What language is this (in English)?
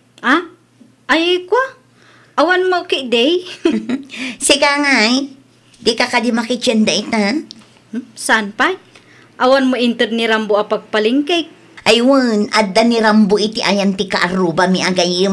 Iloko